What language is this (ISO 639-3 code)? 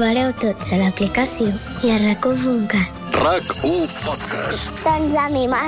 cat